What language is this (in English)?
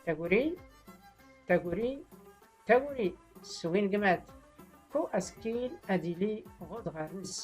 Tachelhit